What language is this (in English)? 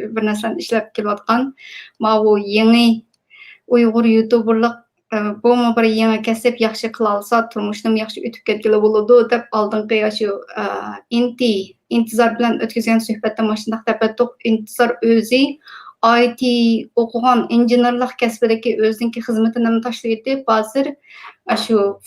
Uyghur